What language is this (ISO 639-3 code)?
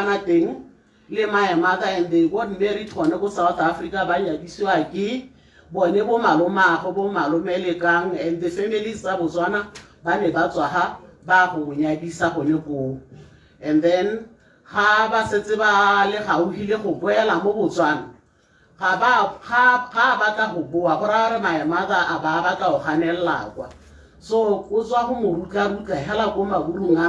tsn